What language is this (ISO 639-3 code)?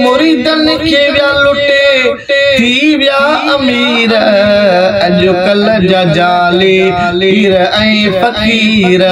snd